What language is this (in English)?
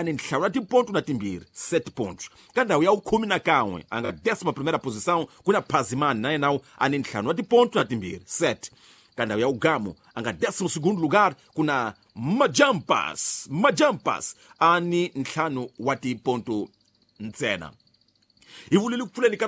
Tsonga